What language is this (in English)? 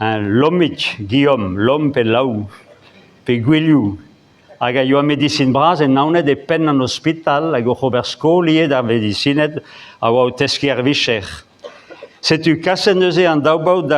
Breton